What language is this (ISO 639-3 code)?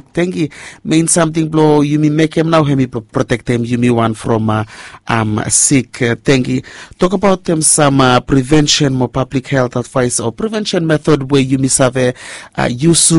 bis